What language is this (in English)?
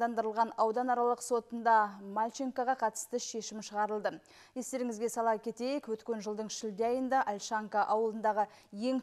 Kazakh